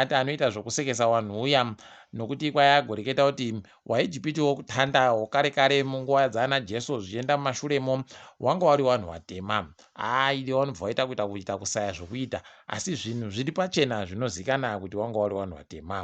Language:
Ndau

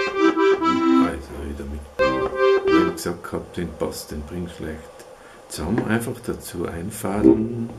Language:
Bavarian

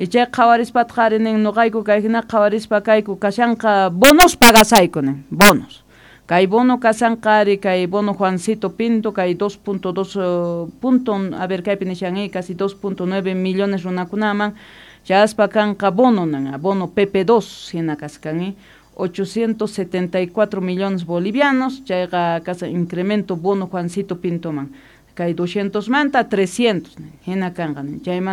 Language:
South Bolivian Quechua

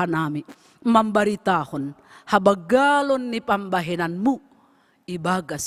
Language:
Batak Simalungun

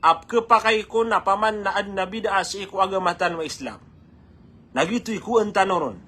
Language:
Maranao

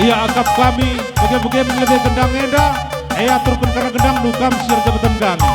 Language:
Batak Karo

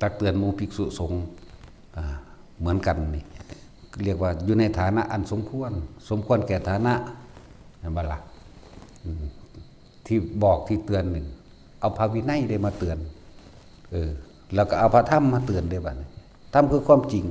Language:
Northeastern Thai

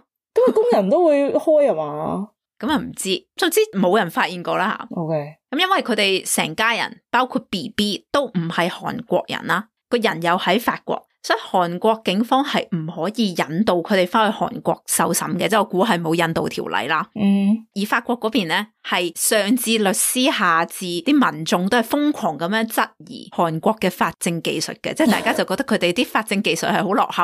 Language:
Cantonese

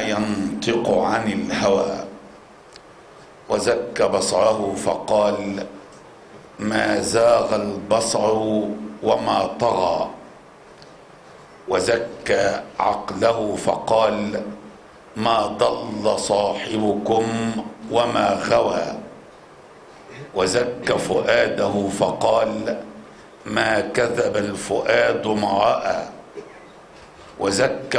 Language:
Arabic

